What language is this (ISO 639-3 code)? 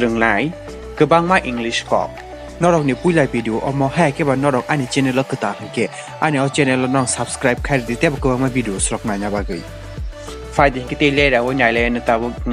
trp